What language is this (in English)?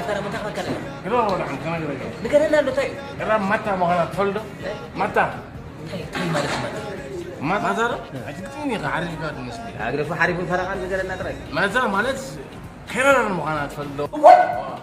Tigrinya